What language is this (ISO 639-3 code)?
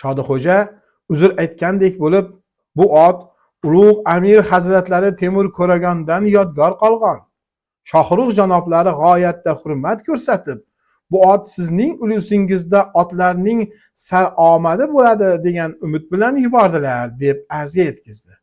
uzb